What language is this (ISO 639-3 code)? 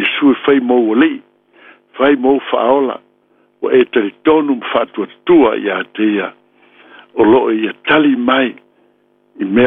smo